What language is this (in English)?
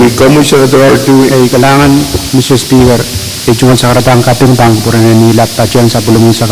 Pohnpeian